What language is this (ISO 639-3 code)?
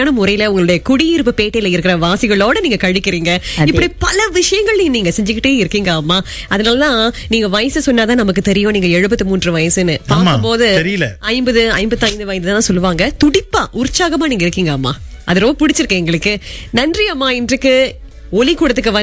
tam